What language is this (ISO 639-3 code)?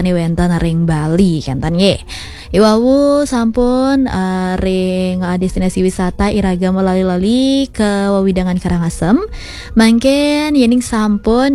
ban